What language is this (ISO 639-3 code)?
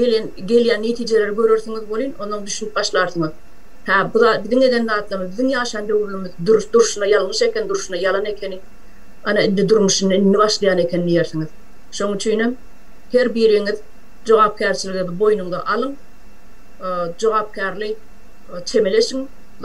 tuk